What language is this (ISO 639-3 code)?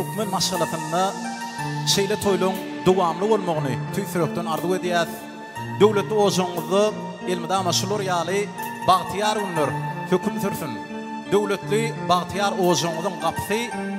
tuk